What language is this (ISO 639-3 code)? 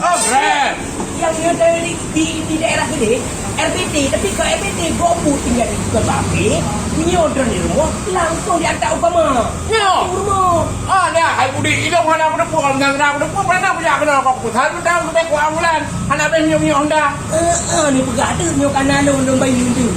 ace